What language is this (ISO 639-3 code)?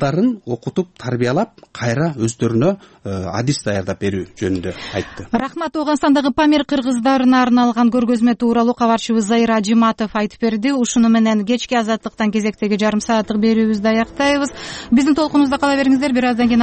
kir